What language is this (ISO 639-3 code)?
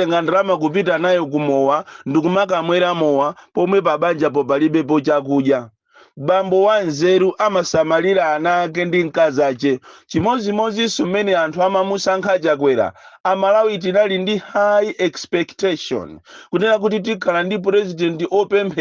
nya